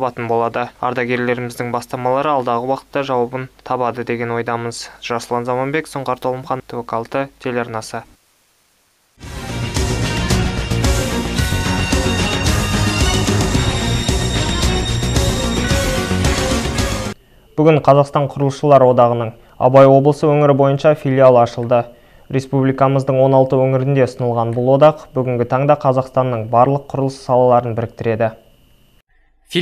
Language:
Kazakh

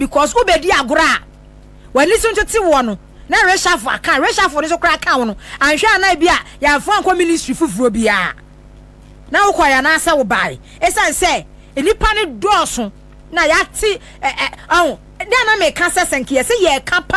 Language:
Akan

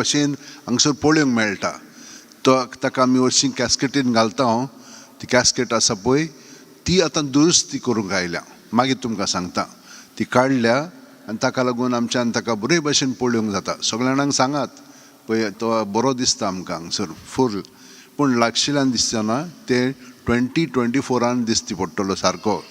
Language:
Konkani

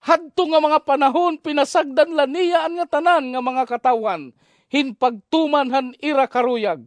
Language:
Waray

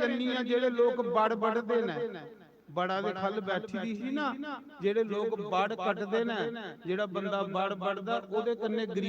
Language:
Dogri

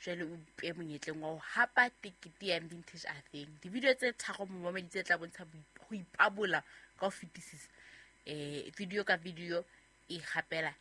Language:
Southern Sotho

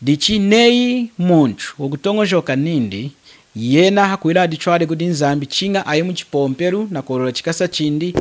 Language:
Lunda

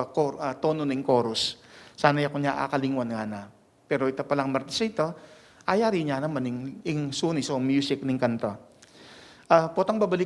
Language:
Pampanga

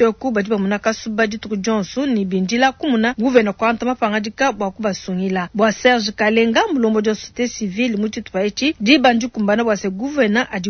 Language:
Luba-Lulua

